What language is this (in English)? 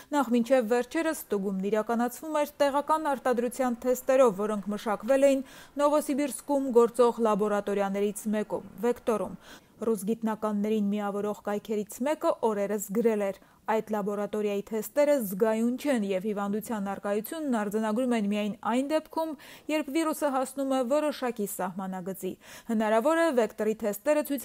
Armenian